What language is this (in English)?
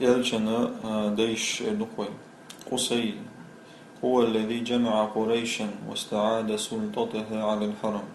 Chechen